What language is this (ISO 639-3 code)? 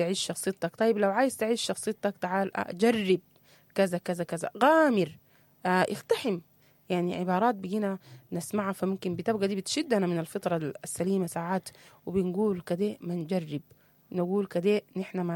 apd